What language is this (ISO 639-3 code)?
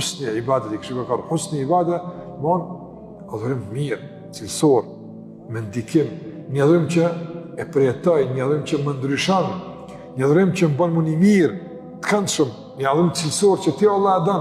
sqi